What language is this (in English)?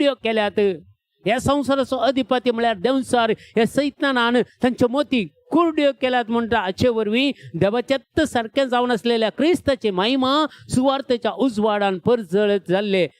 Konkani